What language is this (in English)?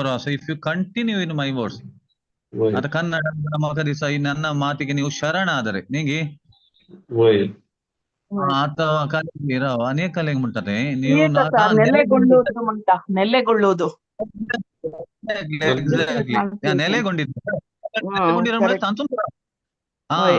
Konkani